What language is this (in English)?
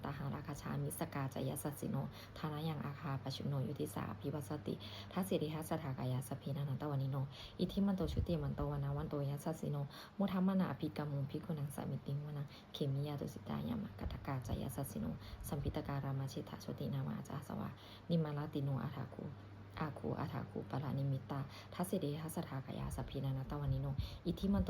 Pali